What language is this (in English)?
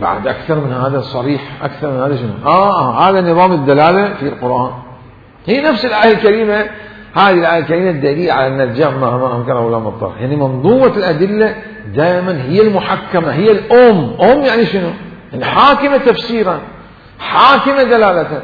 Mesopotamian Arabic